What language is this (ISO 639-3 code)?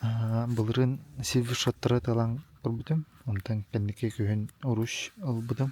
sah